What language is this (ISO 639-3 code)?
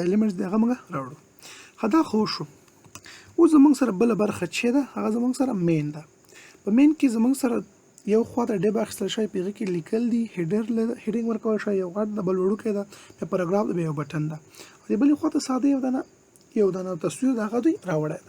pus